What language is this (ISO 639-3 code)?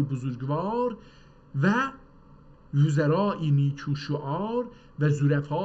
azb